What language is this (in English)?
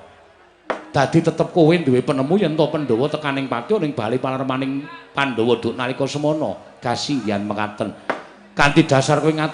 Javanese